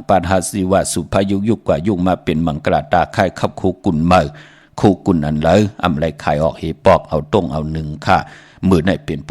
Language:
Shan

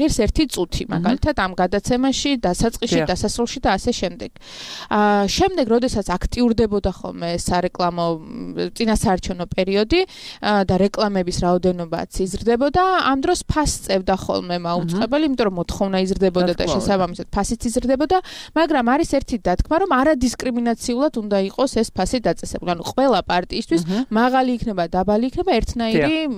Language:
Georgian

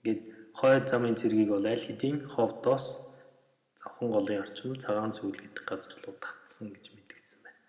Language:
Mongolian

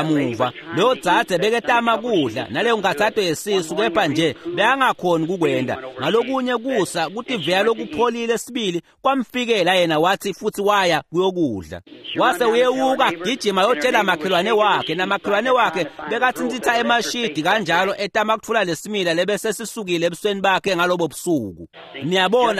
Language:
Swati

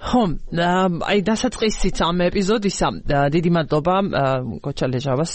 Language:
Georgian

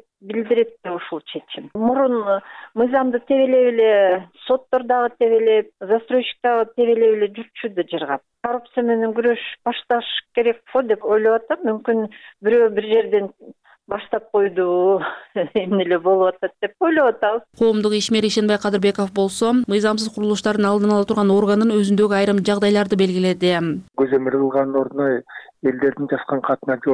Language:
Kyrgyz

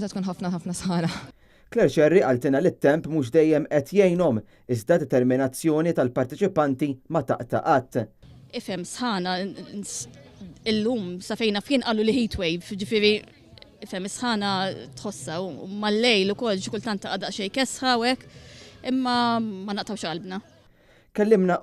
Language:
Maltese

